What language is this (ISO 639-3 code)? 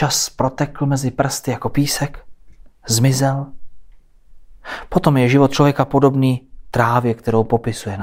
ces